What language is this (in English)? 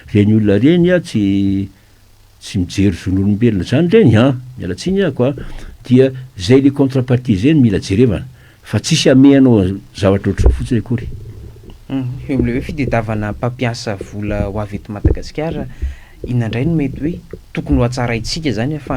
Malagasy